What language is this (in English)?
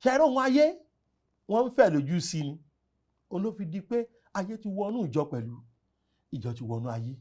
Yoruba